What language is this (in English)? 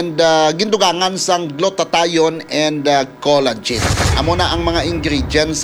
Hiligaynon